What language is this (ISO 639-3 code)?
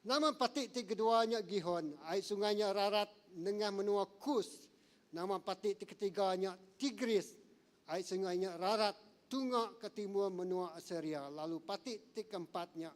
iba